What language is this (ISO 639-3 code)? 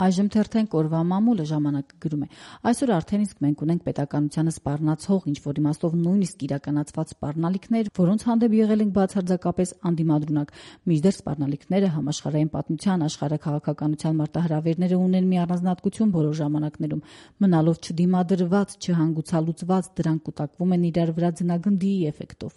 hye